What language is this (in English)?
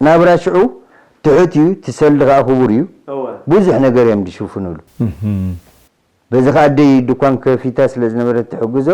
Tigrinya